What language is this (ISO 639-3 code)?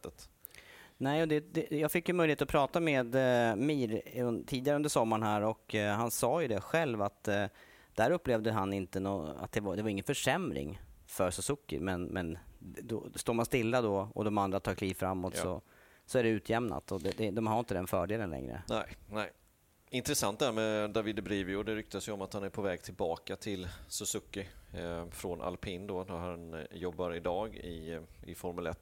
swe